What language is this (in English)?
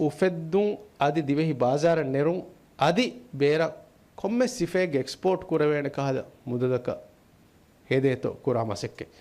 Divehi